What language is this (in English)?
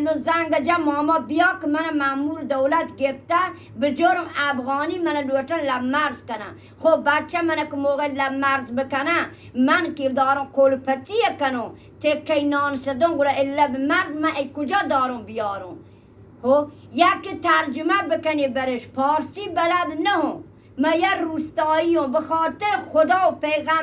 Eastern Balochi